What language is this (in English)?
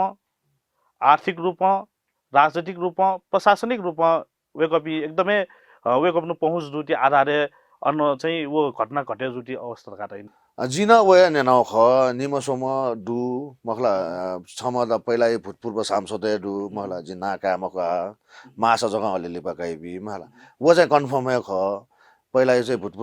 Newari